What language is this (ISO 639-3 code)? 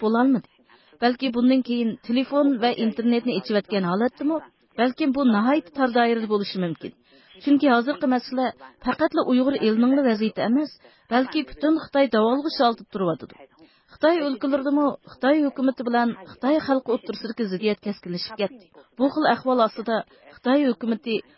uig